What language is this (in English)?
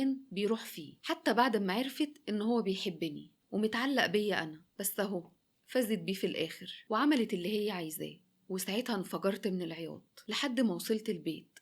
Egyptian Arabic